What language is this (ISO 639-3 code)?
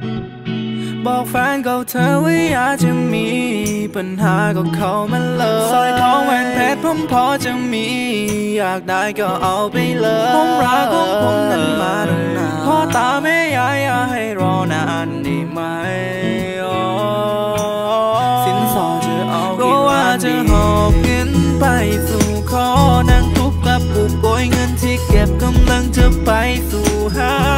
tha